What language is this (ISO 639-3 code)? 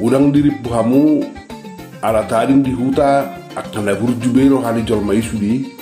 bbc